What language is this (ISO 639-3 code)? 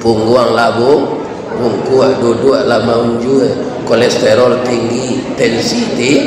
min